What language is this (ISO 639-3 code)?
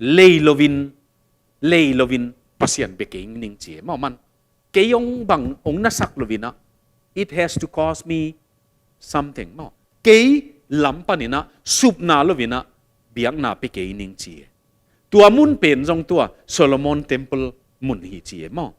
ctd